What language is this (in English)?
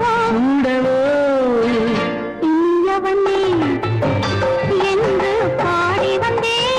Tamil